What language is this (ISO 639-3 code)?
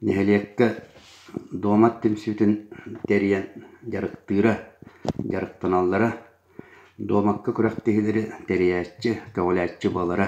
sah